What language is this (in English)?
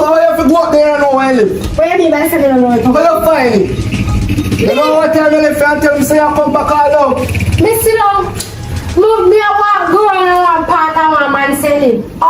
Jamaican Creole English